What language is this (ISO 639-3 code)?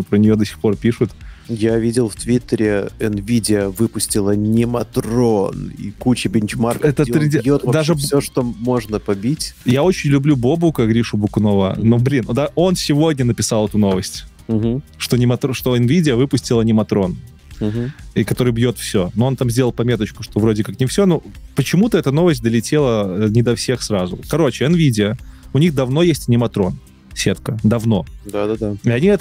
rus